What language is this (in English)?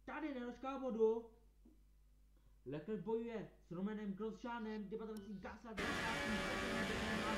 Czech